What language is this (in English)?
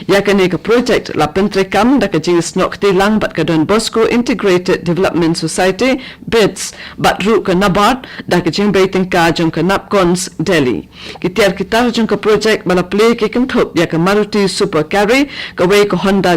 Khasi